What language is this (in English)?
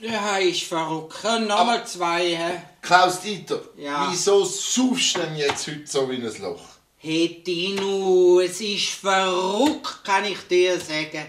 Swiss German